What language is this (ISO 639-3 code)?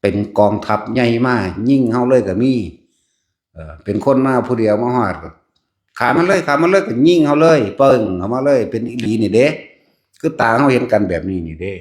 lao